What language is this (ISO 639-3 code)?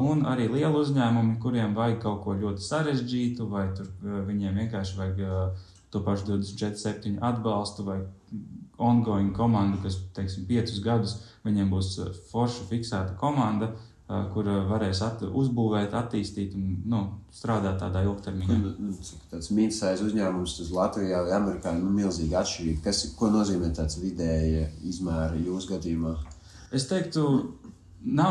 lav